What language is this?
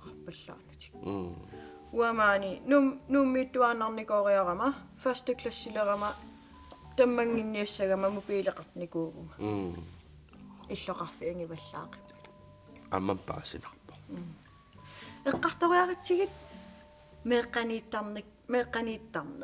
Kalaallisut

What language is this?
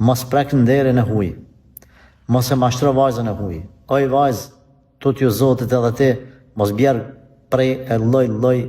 Albanian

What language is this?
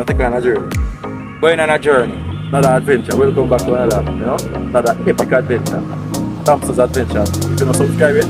Jamaican Creole English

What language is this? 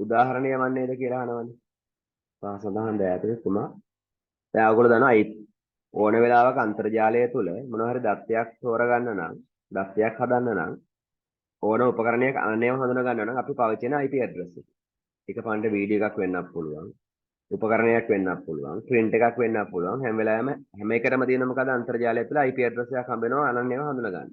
Sinhala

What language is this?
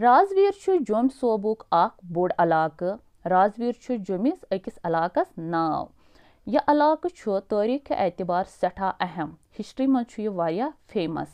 Kashmiri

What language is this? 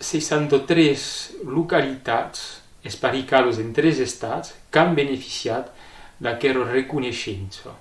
Occitan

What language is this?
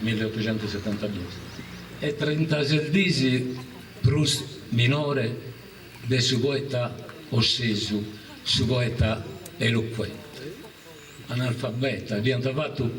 Sardinian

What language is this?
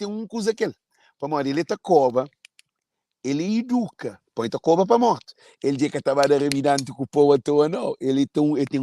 Kabuverdianu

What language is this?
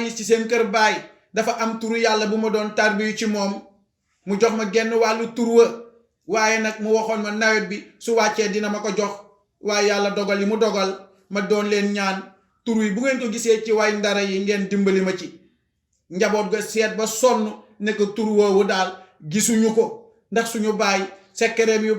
Wolof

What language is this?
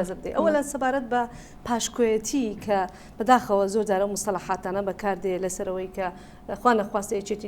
Central Kurdish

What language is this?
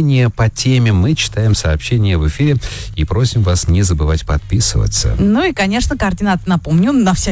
Russian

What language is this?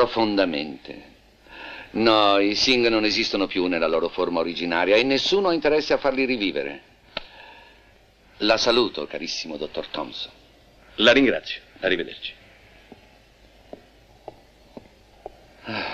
Italian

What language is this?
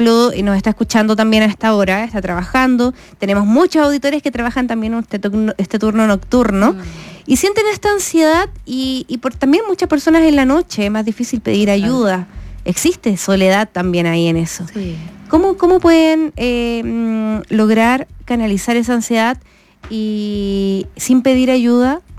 Spanish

